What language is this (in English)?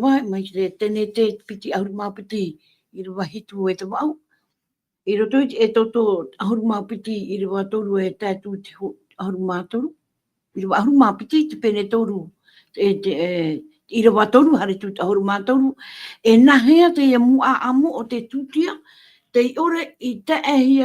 Tahitian